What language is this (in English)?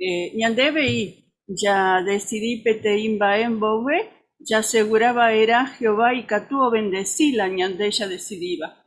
Guarani